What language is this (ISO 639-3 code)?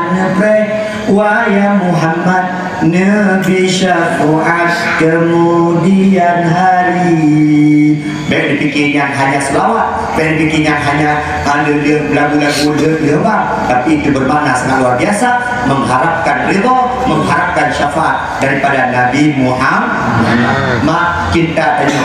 ace